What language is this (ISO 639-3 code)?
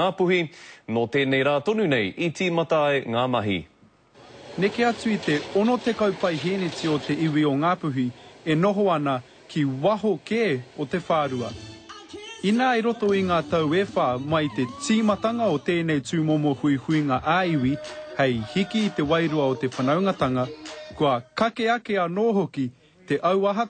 mri